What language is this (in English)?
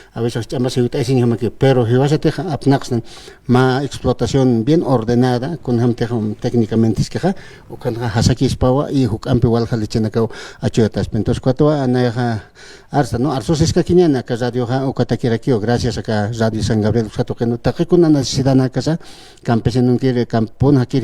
Aymara